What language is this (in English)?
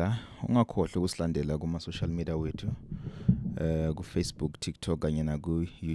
Zulu